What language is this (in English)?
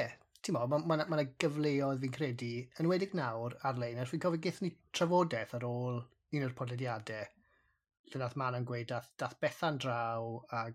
Welsh